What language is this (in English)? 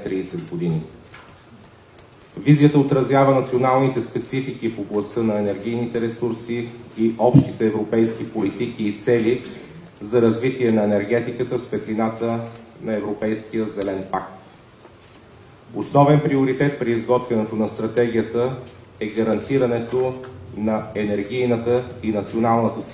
Bulgarian